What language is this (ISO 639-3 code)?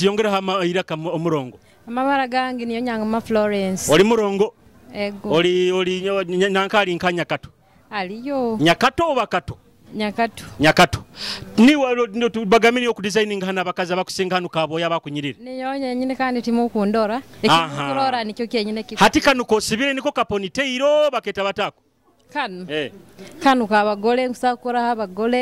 nyo